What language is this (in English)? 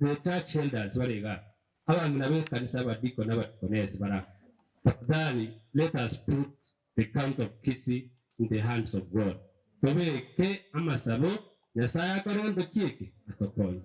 Gusii